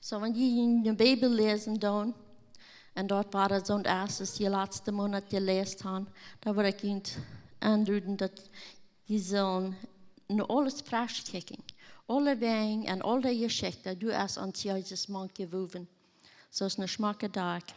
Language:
Plautdietsch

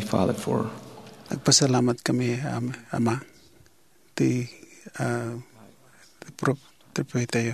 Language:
Iloko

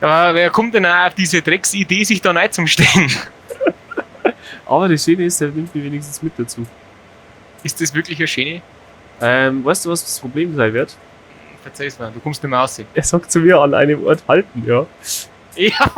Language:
Bavarian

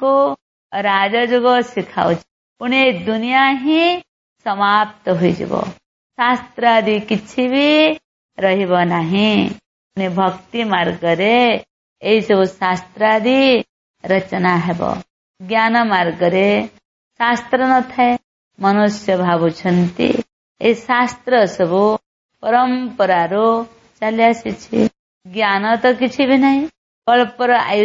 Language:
Odia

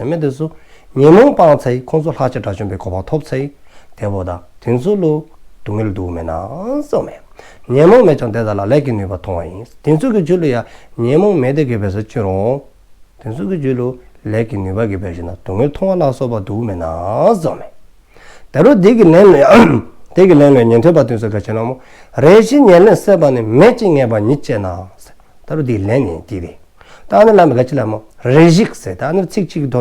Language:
Dzongkha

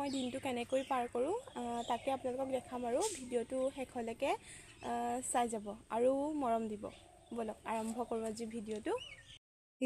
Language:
Assamese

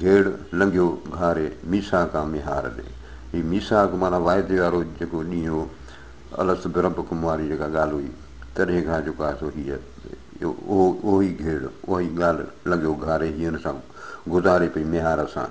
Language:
Sindhi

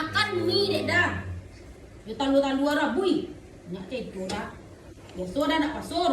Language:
Minangkabau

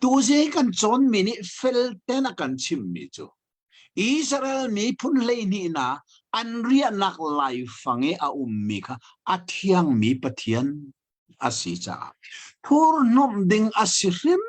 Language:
Hakha Chin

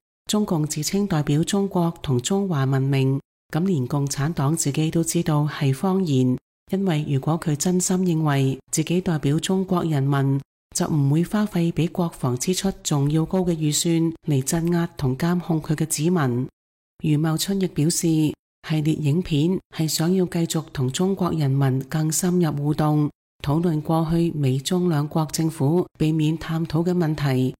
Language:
Cantonese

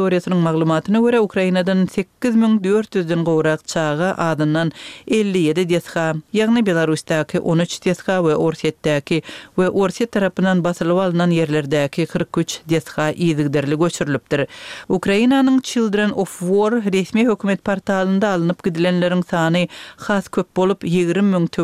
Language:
Turkmen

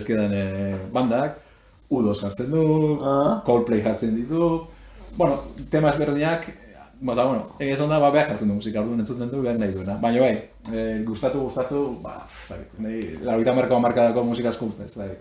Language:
Basque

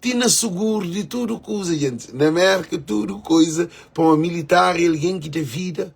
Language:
Kabuverdianu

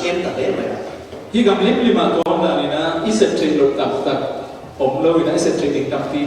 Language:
Falam Chin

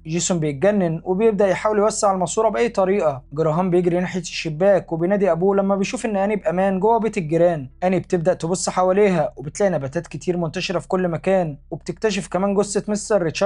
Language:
Egyptian Arabic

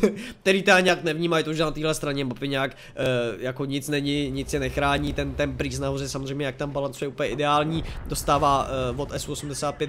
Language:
Czech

